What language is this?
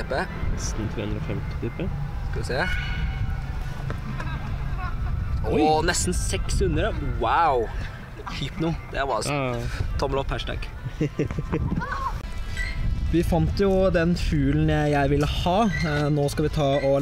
Norwegian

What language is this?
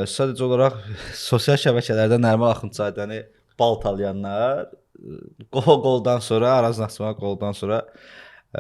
Azerbaijani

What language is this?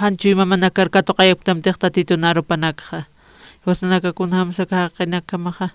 Aymara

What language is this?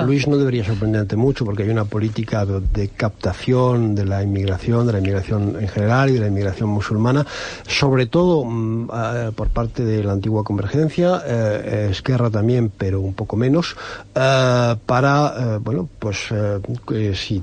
Spanish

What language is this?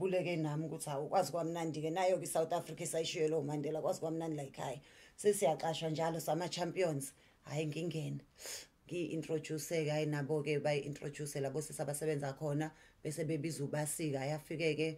Zulu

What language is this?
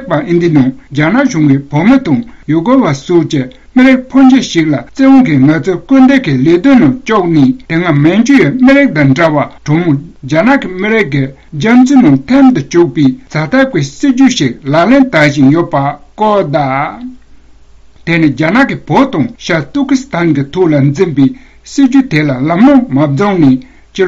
Tibetan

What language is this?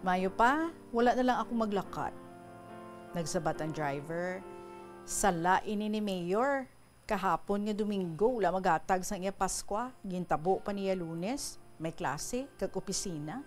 Hiligaynon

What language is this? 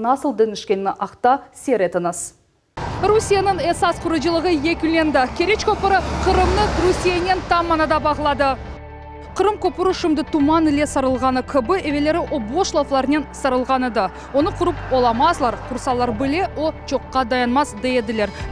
Crimean Tatar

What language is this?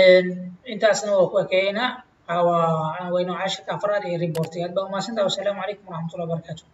Somali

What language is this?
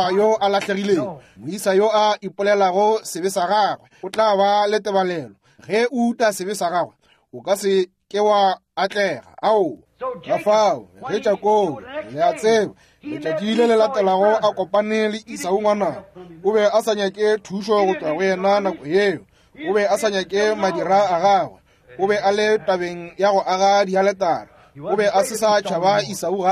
Northern Sotho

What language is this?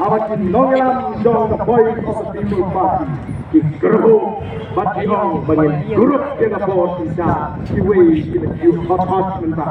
Khasi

